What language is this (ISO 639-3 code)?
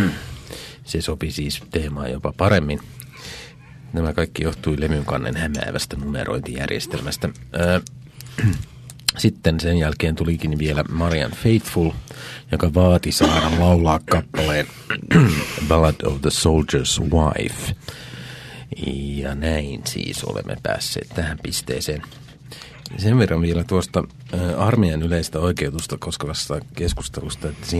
fin